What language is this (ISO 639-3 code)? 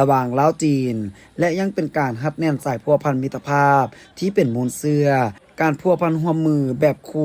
lao